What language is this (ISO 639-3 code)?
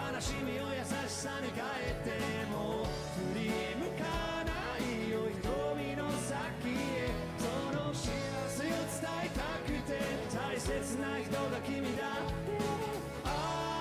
jpn